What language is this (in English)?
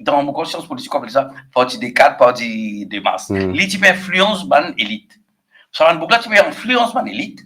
Morisyen